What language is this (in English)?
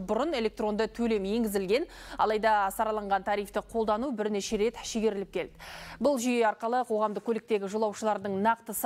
Kazakh